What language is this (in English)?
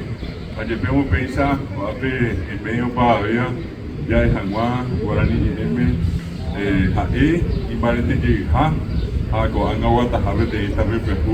Guarani